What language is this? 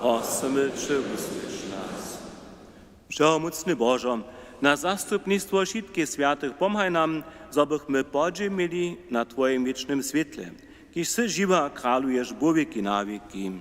Upper Sorbian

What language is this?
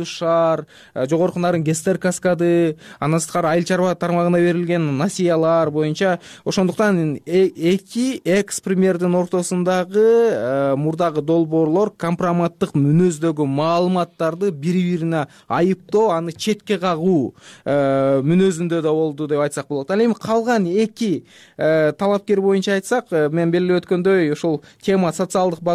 Kyrgyz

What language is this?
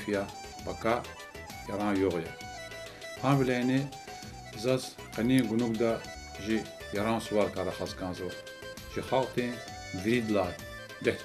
Lezghian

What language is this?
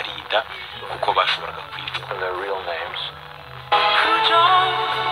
Kinyarwanda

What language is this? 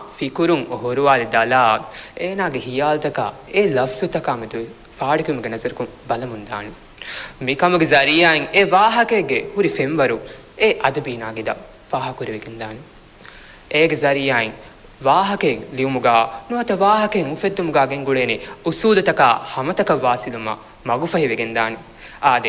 Divehi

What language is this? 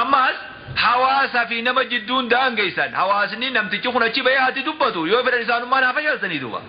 Oromo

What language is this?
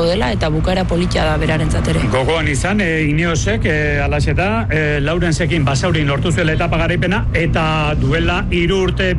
Basque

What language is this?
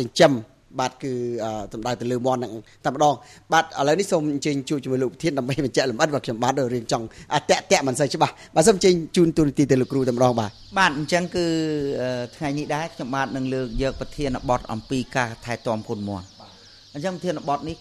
Khmer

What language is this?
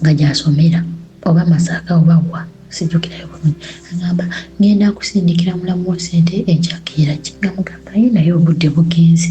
Ganda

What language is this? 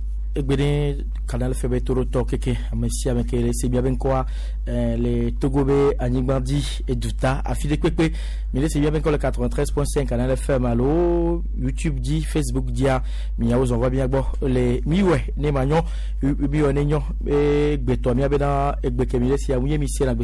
Gen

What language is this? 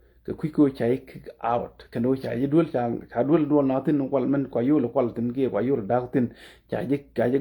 Nuer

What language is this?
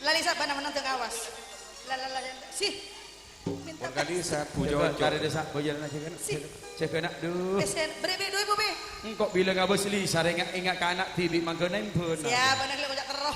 Madurese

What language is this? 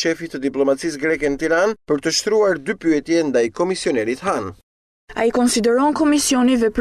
Albanian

